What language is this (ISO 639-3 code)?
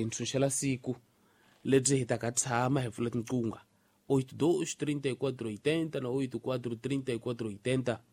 tso